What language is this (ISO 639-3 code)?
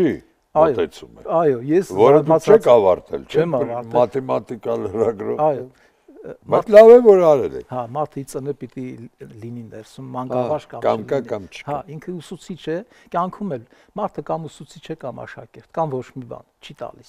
hye